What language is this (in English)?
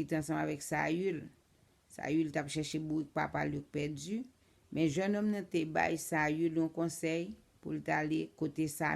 Haitian Creole